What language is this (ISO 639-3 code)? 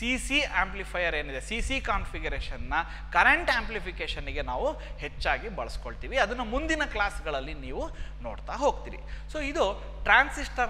kan